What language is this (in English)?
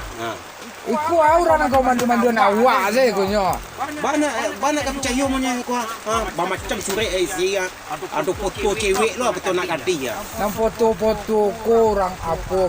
Minangkabau